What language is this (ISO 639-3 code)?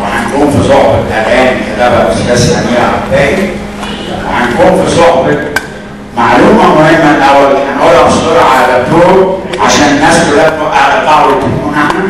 arz